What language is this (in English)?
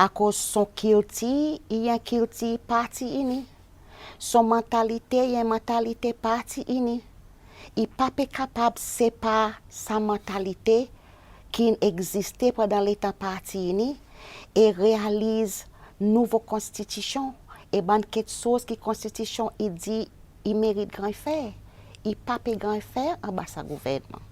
Seselwa Creole French